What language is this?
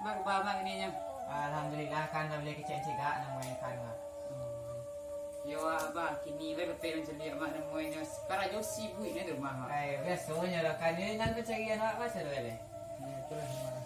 Minangkabau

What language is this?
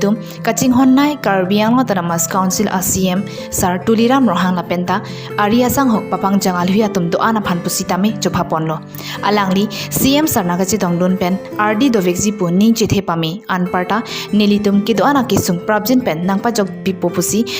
Karbi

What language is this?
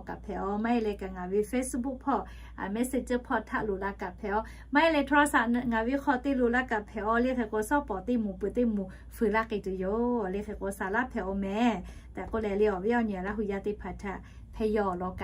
Lahu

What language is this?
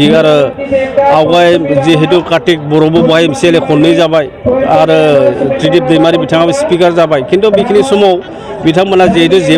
Bodo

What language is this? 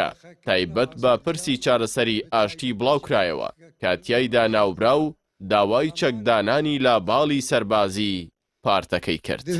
Central Kurdish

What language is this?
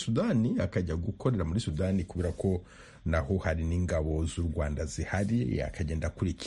Kinyarwanda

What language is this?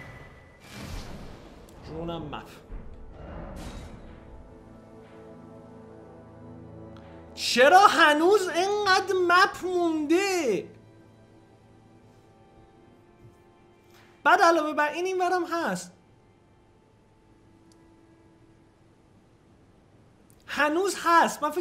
Persian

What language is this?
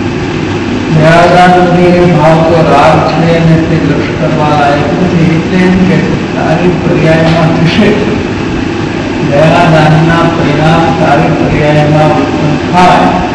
Gujarati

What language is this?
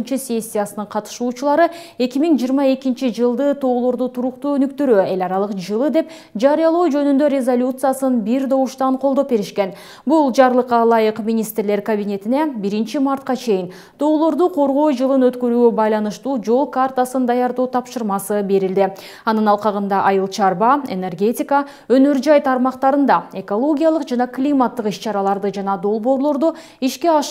Kyrgyz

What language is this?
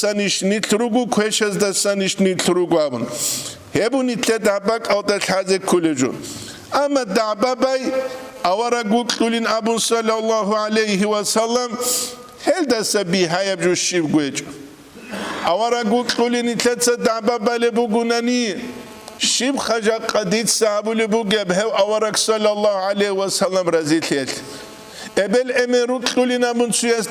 Avaric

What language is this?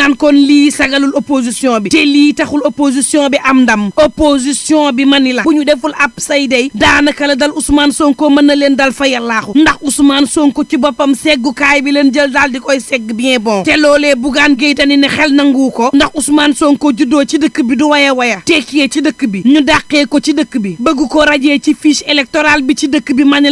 Wolof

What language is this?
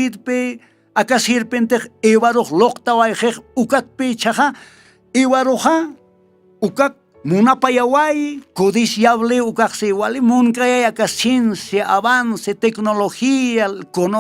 Aymara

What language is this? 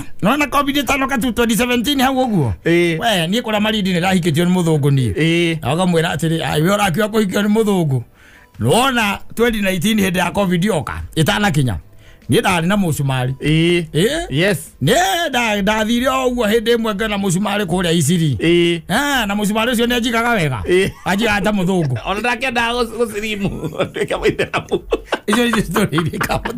Kikuyu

